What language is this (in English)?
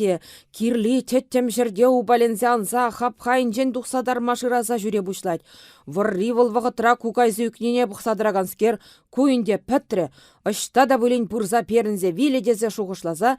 Chuvash